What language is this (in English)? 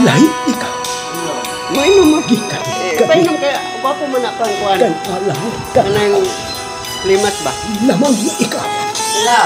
Cebuano